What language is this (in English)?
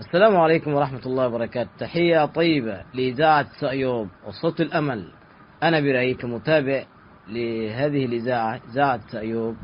Tigre